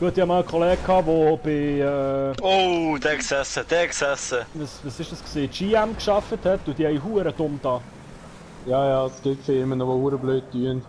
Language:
Swiss German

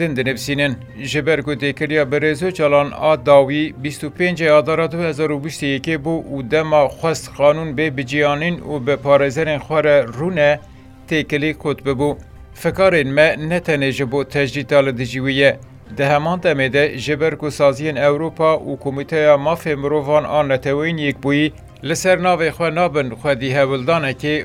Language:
Kurdish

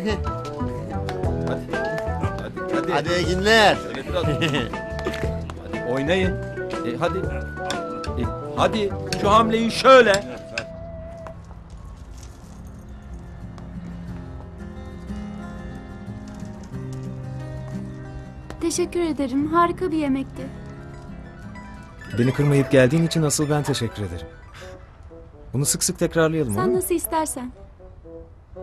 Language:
Turkish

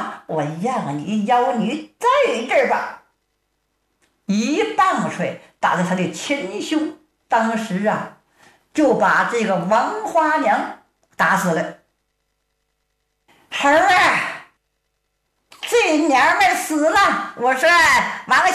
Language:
Chinese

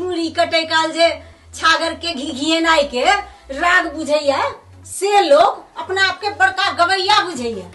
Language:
Maithili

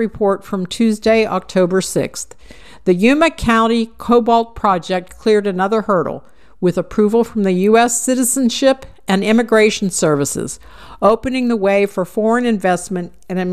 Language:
English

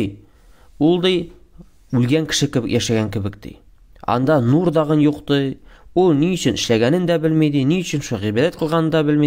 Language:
Tatar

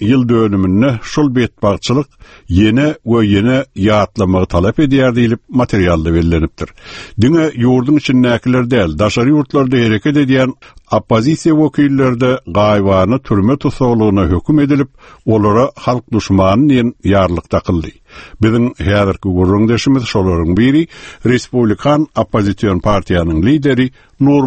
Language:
Turkmen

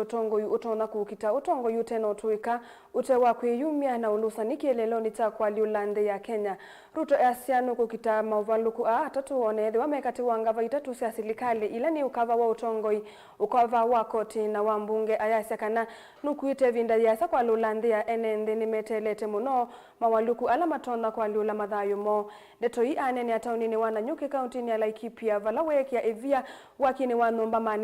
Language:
Kamba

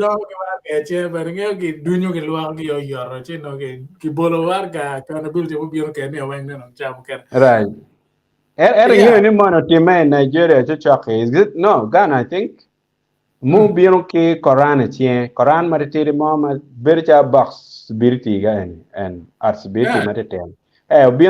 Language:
Acoli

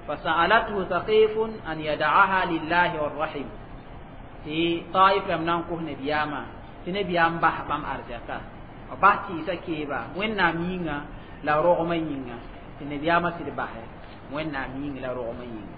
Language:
Mossi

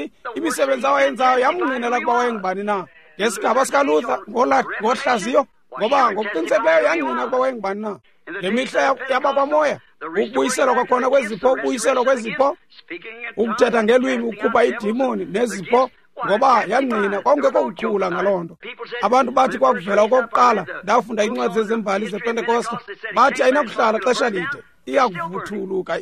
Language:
Xhosa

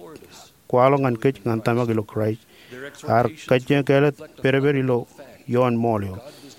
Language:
Marshallese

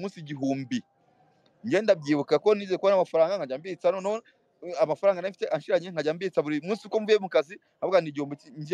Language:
Kinyarwanda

